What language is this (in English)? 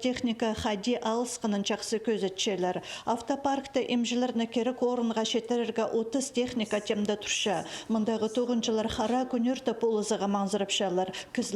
Khakas